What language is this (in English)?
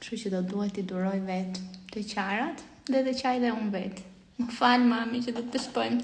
Albanian